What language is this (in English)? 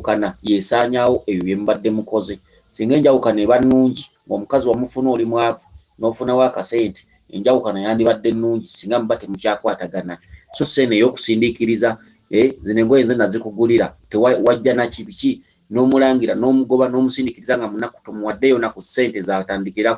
Ganda